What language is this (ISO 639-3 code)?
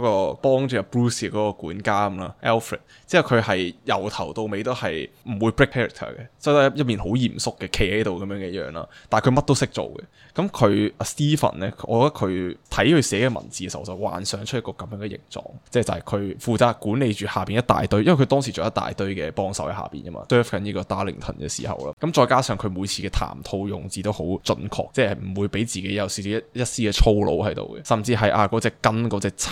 yue